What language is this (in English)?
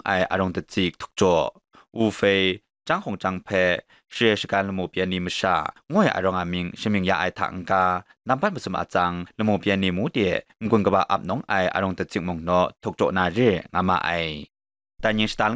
Kachin